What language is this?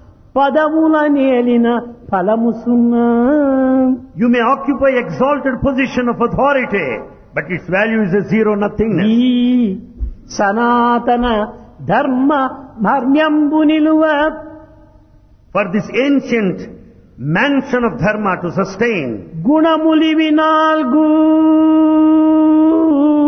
Telugu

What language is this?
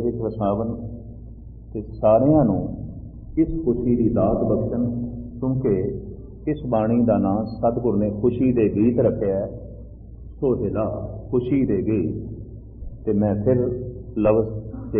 Punjabi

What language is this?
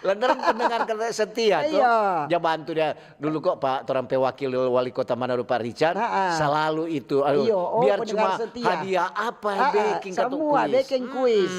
Manado Malay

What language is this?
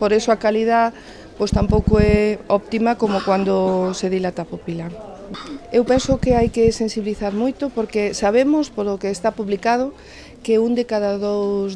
Galician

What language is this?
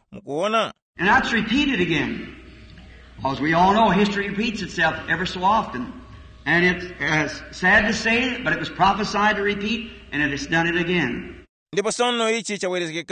Tumbuka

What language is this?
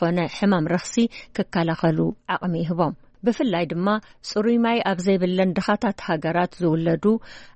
Tigrinya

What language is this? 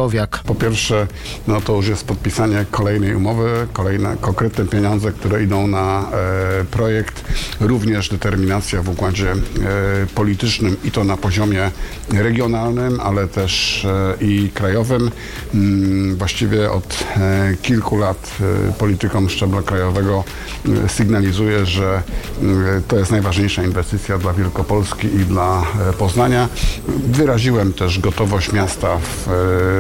Polish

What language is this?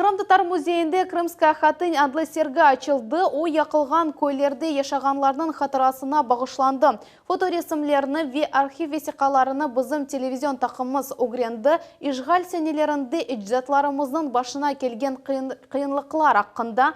Crimean Tatar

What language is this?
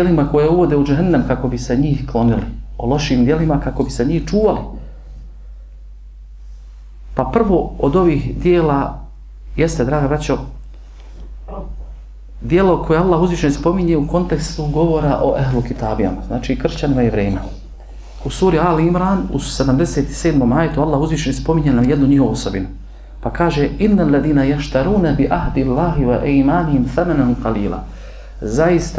Bosnian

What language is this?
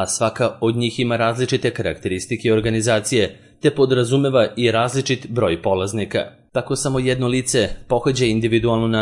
Serbian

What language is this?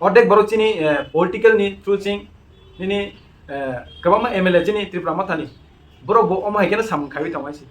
Kok Borok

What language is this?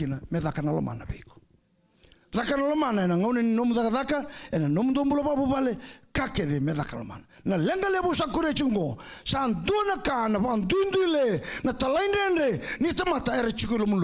Fijian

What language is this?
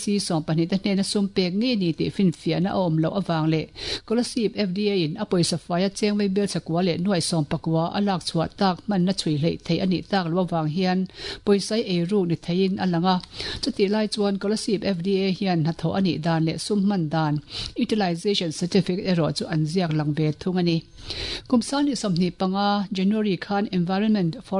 Mizo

